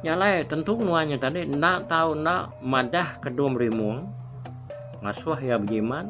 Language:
Iban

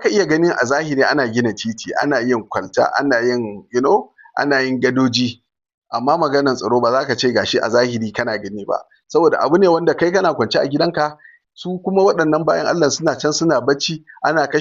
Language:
Hausa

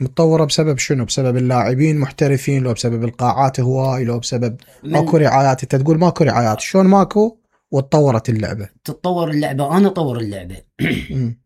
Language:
Mesopotamian Arabic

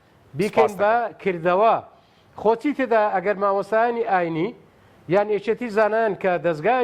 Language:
Central Kurdish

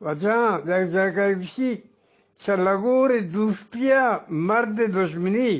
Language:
Eastern Balochi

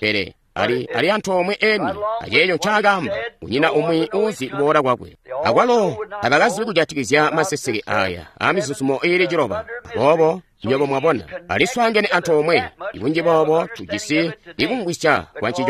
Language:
Tonga (Zambia)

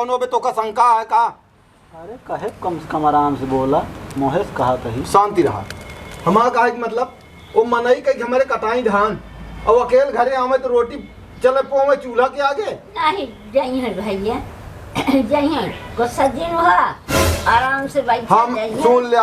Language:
Awadhi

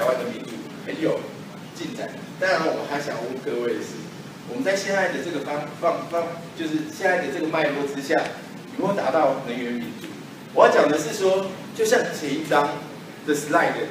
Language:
Chinese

